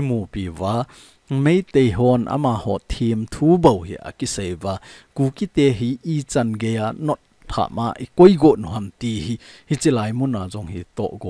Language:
Thado Chin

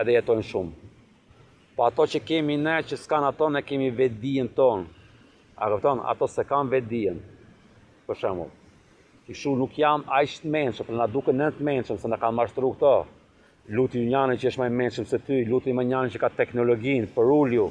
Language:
Albanian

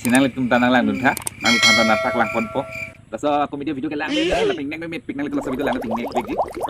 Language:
Karbi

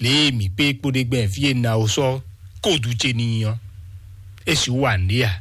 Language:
Fon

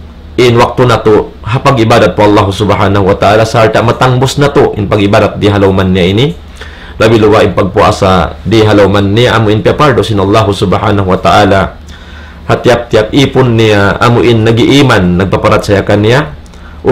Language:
Tausug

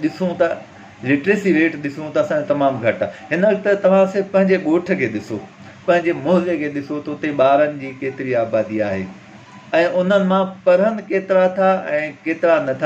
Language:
Sindhi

